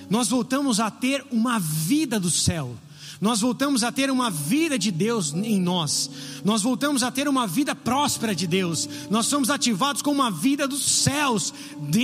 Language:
Portuguese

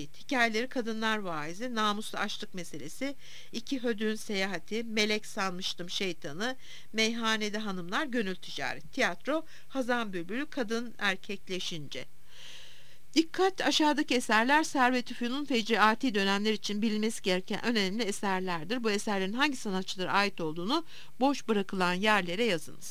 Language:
Turkish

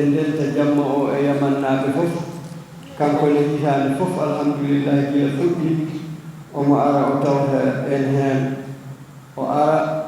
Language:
Fula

